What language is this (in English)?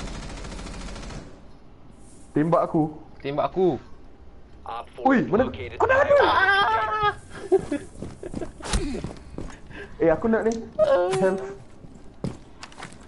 Malay